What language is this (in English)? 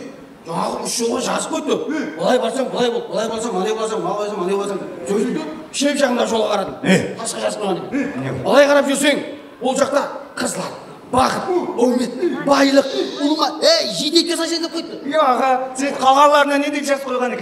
Kara-Kalpak